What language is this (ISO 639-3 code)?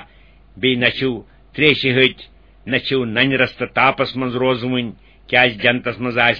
kas